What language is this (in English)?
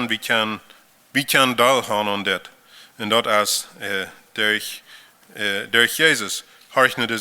Plautdietsch